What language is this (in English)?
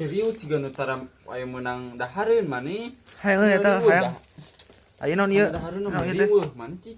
Sundanese